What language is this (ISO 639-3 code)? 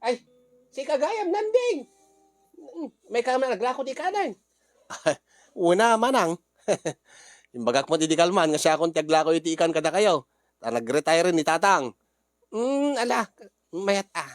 ilo